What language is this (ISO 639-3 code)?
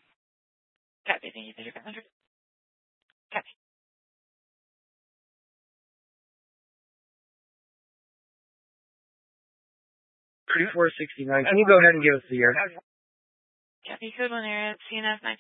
eng